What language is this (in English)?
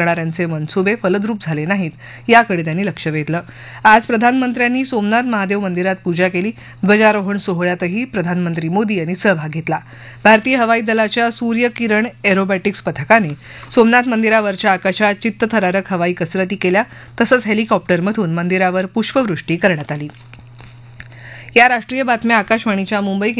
Marathi